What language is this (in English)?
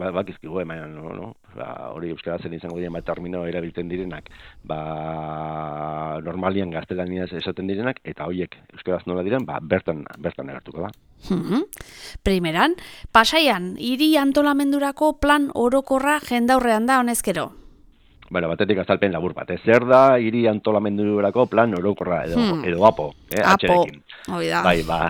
Basque